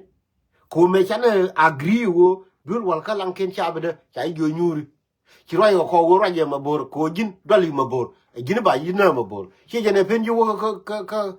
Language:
Nuer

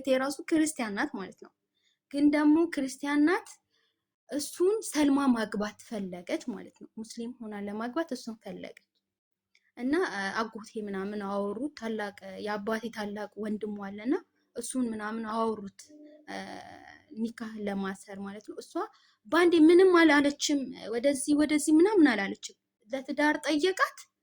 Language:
Amharic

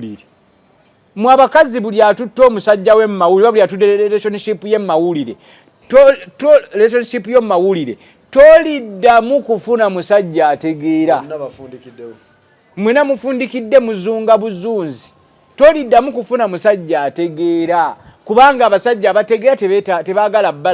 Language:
Ganda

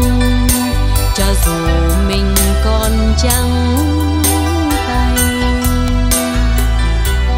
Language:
Vietnamese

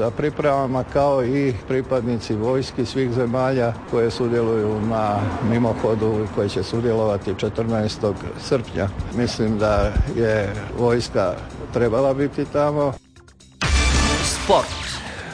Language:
Croatian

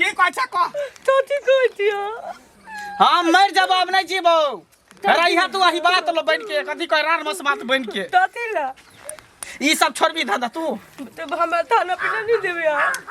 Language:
Maithili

